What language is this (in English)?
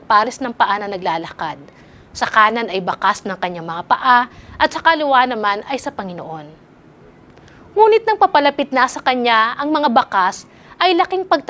Filipino